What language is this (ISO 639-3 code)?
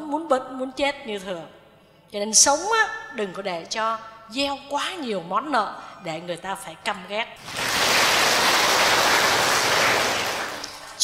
vie